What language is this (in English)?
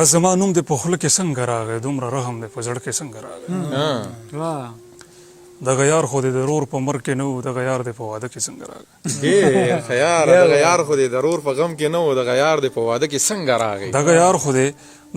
Pashto